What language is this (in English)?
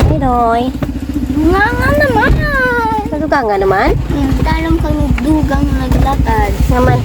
Hiligaynon